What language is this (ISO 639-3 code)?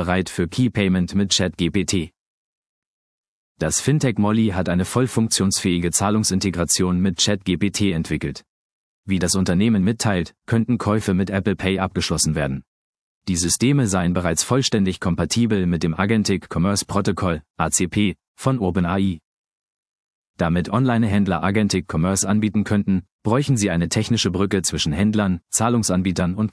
deu